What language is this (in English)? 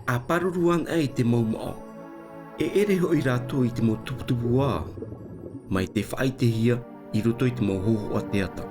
Tahitian